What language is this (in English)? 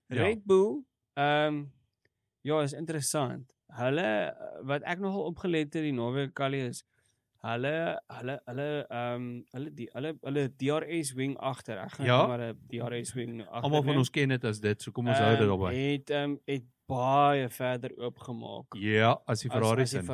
Afrikaans